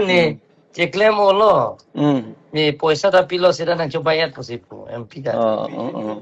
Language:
Karbi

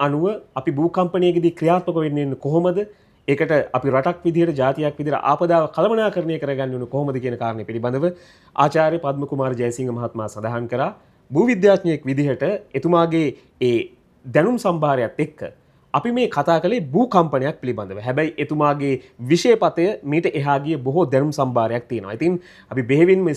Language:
Sinhala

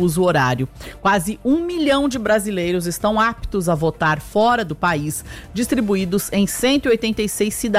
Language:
Portuguese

